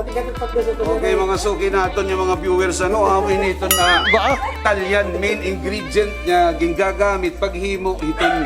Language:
Waray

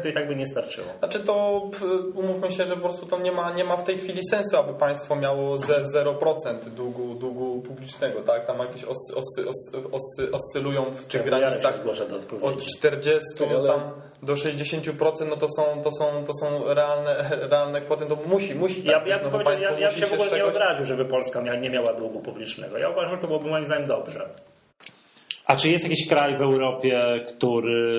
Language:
Polish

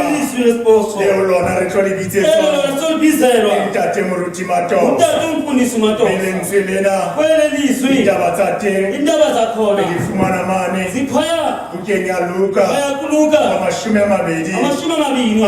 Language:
Southern Sotho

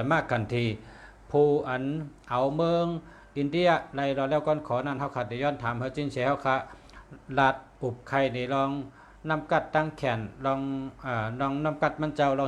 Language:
Shan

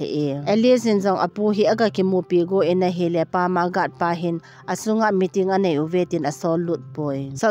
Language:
Thado Chin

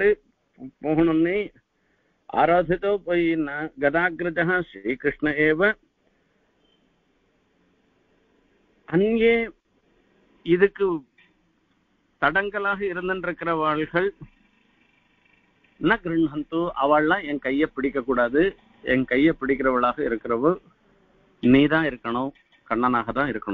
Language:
Tamil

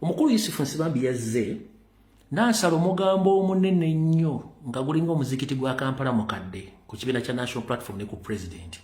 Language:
Ganda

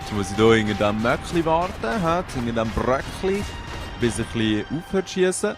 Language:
Swiss German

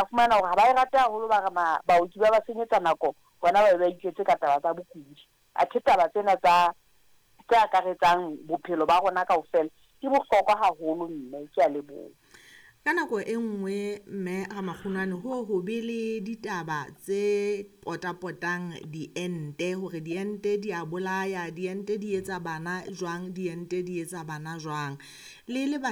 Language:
Southern Sotho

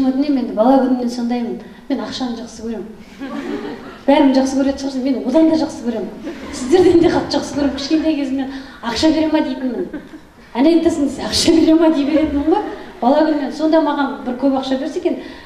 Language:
Kazakh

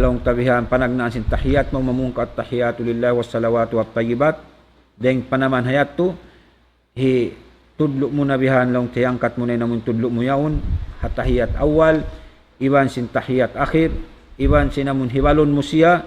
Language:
Tausug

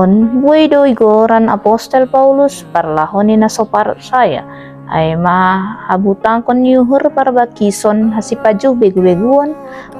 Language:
Batak Simalungun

